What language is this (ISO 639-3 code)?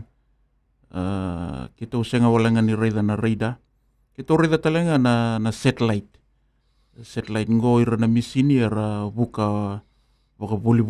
fij